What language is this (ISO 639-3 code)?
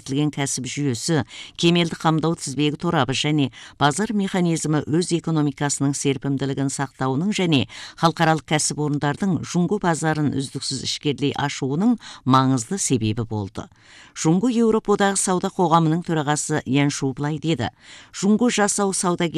kaz